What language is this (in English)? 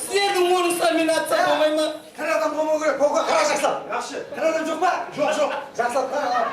Kara-Kalpak